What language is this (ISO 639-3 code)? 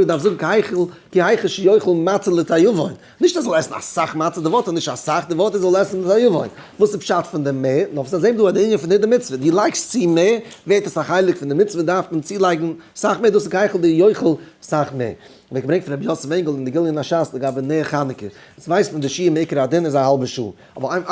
yid